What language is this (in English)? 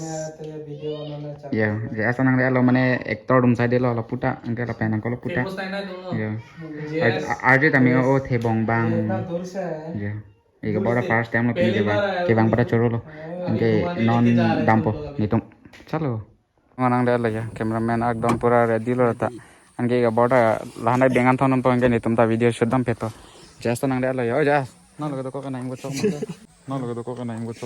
Karbi